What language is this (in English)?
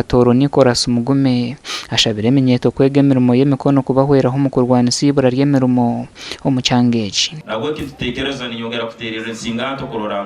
Nyankole